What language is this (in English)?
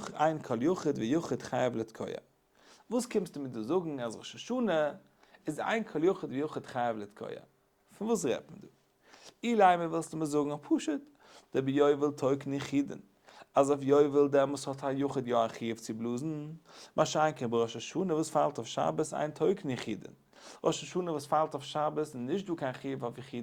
Yiddish